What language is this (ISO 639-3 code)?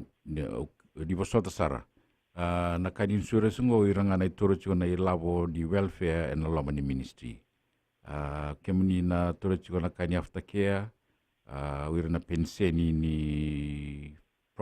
fij